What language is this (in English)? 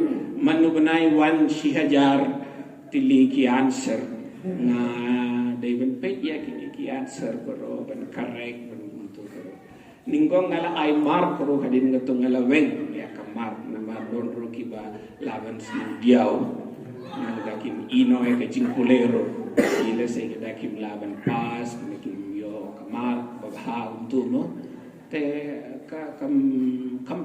Khasi